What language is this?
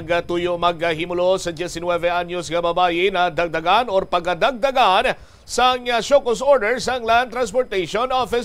Hiligaynon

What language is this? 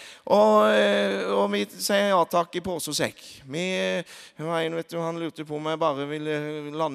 Norwegian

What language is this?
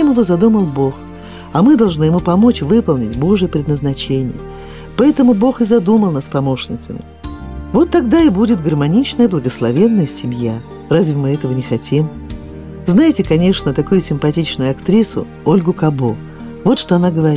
Russian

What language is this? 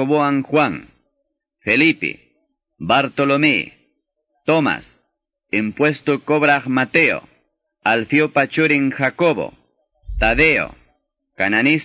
Quechua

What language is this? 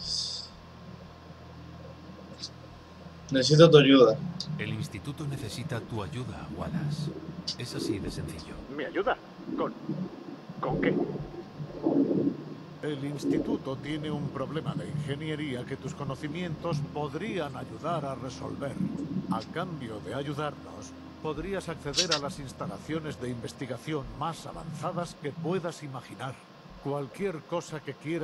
Spanish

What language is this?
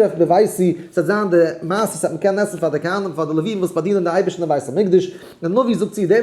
Yiddish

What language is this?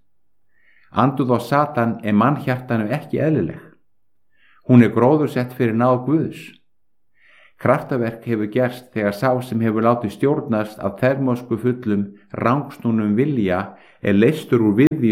Icelandic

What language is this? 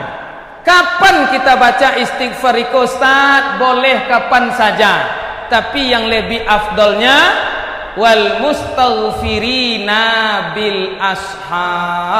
Minangkabau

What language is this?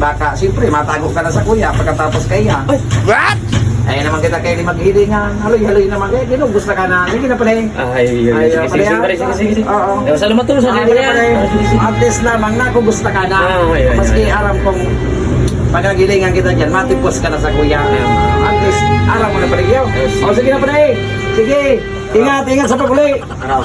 Bikol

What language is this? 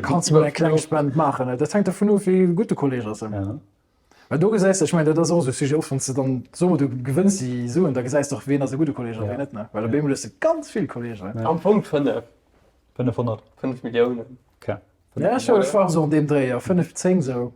Luxembourgish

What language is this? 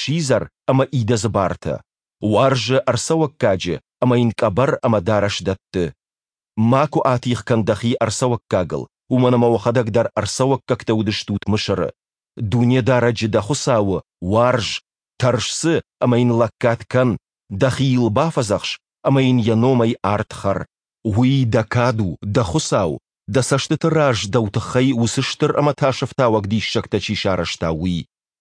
Ossetic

